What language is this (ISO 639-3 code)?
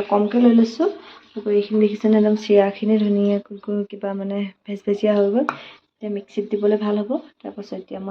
asm